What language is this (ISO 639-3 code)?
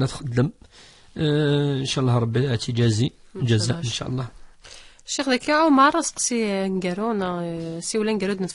kab